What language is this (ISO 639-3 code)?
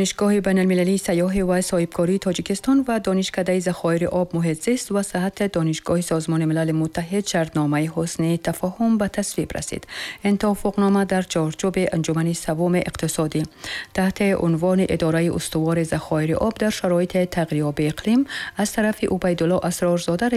tgk